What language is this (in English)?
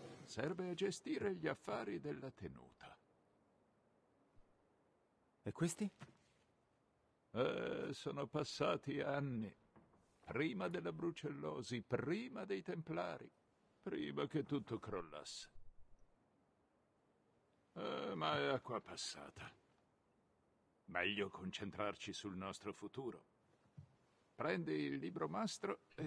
Italian